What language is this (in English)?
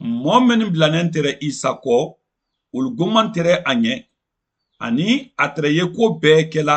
Mandingo